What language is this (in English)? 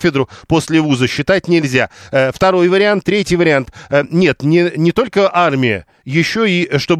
Russian